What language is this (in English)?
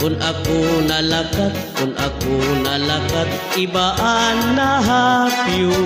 Waray